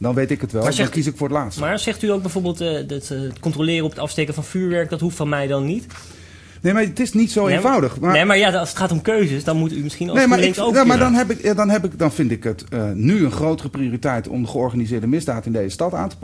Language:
Dutch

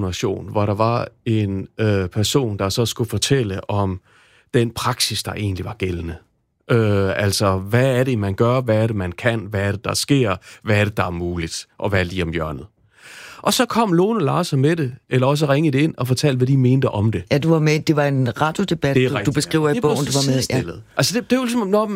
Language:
Danish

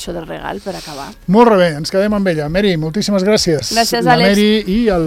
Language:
Catalan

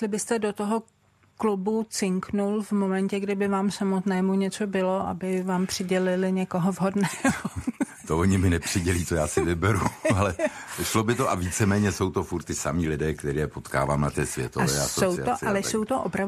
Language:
Czech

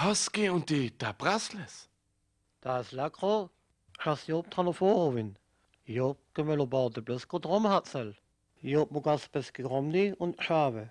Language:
Sinte Romani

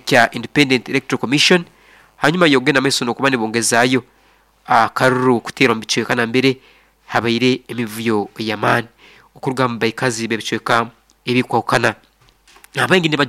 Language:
Nyoro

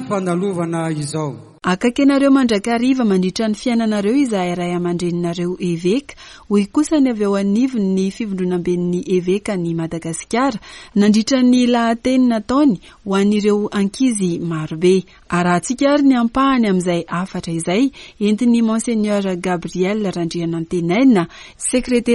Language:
Malagasy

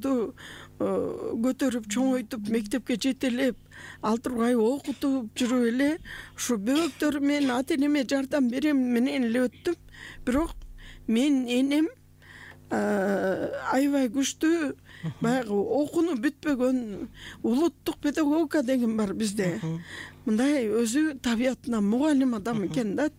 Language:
Kyrgyz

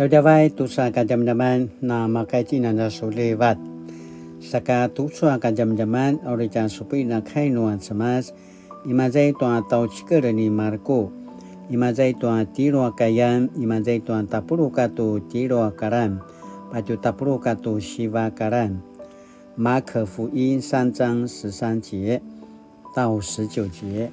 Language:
Paiwan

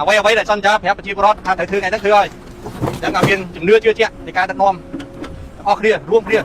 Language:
Khmer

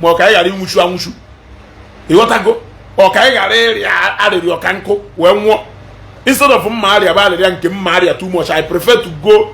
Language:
Igbo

